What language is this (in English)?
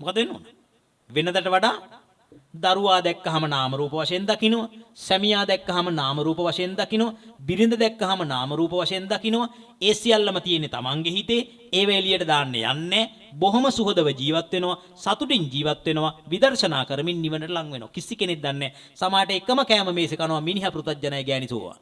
Sinhala